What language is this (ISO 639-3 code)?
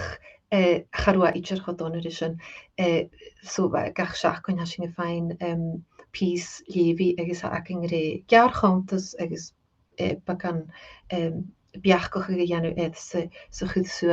gla